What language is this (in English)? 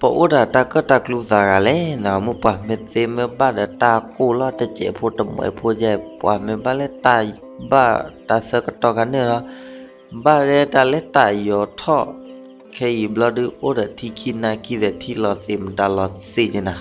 S'gaw Karen